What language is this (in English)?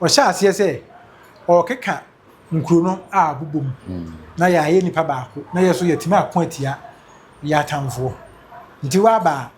Akan